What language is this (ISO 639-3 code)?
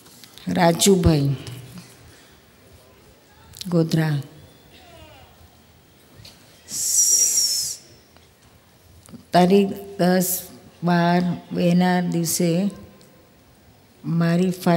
guj